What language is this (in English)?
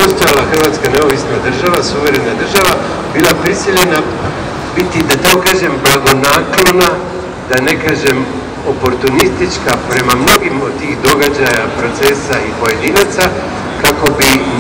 Croatian